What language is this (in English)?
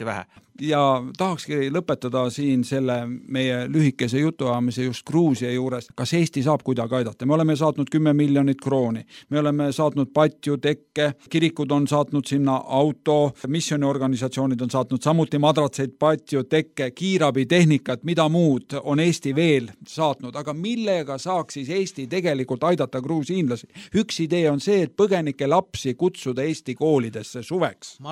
Estonian